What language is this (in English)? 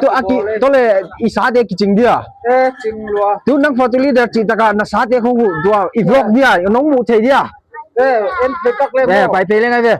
Tedim Chin